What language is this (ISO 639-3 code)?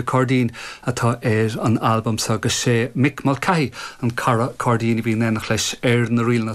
gle